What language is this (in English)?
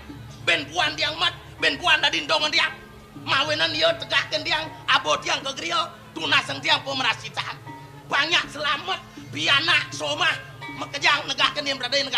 Balinese